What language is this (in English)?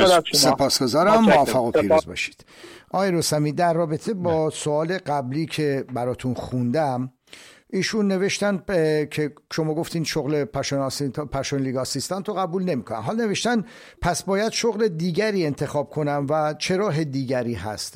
Persian